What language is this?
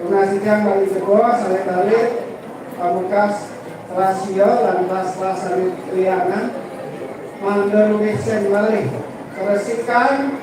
Balinese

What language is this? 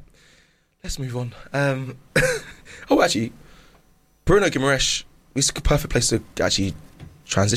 English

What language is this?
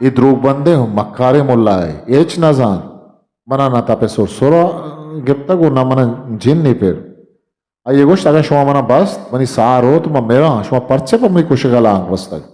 Eastern Balochi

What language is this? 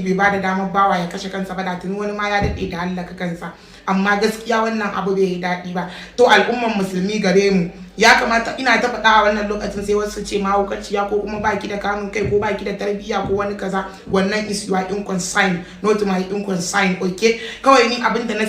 Hausa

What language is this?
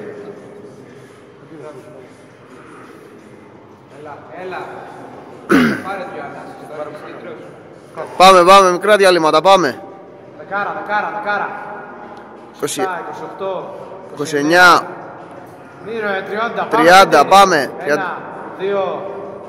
Greek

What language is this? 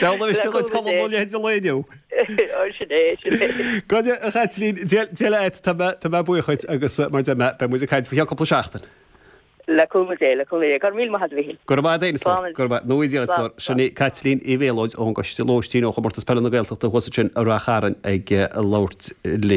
Irish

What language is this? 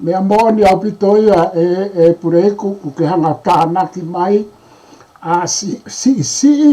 Tongan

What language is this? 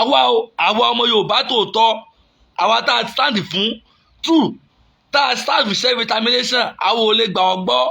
Yoruba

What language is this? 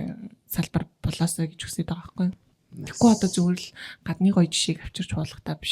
Mongolian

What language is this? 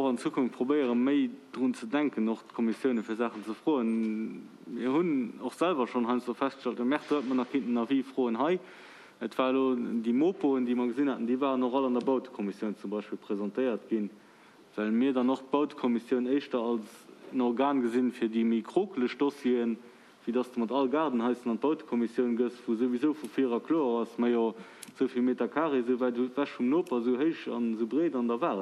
Luxembourgish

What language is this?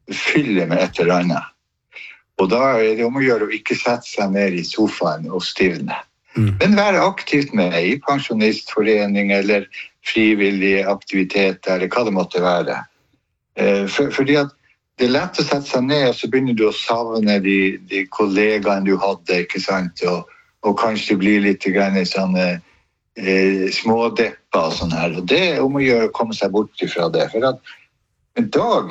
Norwegian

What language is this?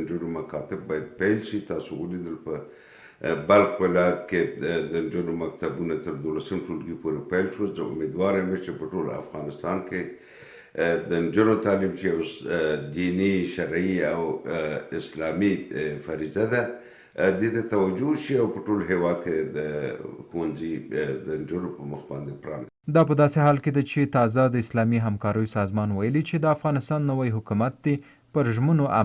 Pashto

